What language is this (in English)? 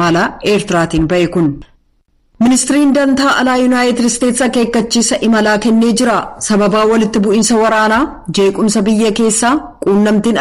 Oromo